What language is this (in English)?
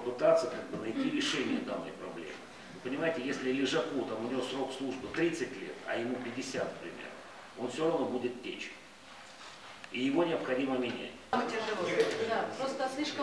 Russian